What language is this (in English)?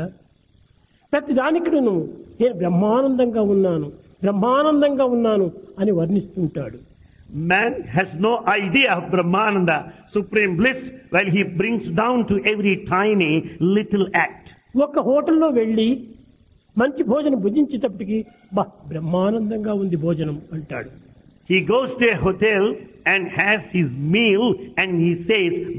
Telugu